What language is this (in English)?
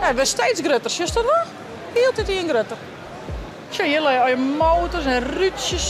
Western Frisian